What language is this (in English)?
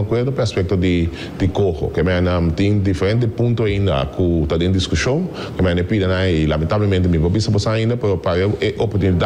Papiamento